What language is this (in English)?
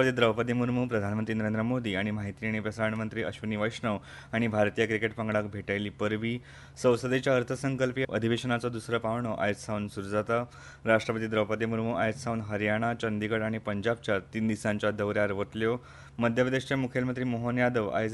Konkani